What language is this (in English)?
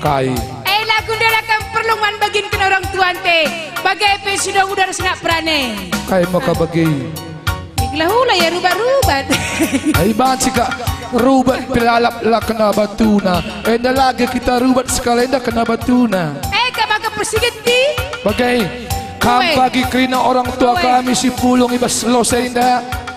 Batak Karo